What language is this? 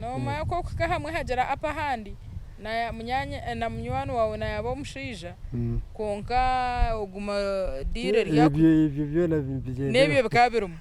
Nyankole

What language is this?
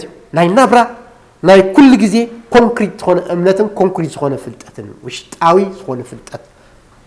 Tigrinya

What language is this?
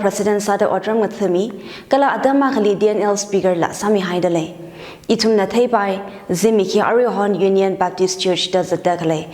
Tangkhul Naga (India)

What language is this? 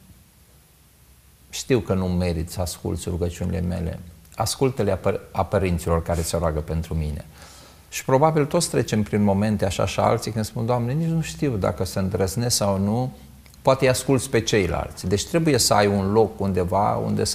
Romanian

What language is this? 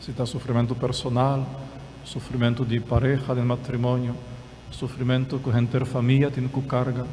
Papiamento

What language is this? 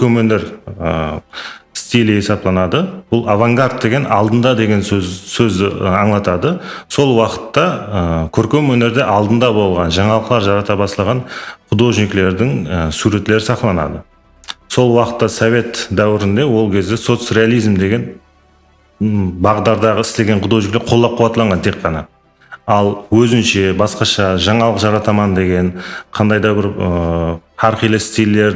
Kara-Kalpak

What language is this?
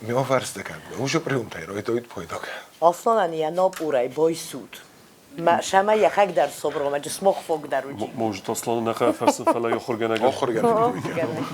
Ossetic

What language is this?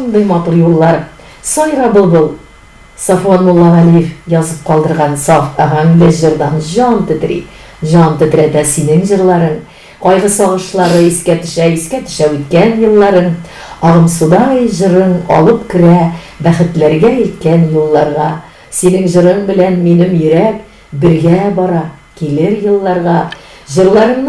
Tatar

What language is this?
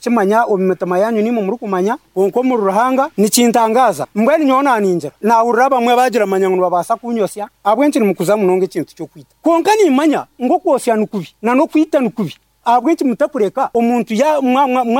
Nyankole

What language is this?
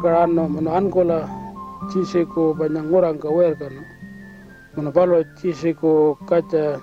Pitjantjatjara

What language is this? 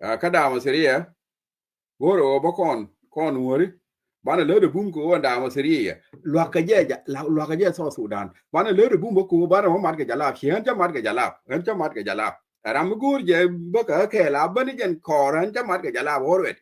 Nuer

